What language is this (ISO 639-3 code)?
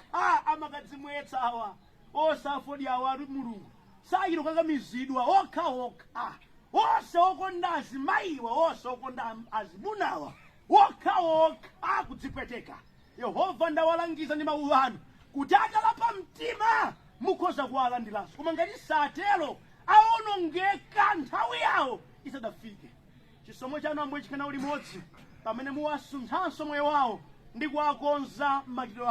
nya